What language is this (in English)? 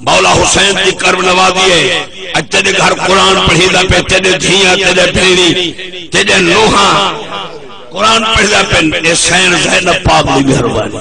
Saraiki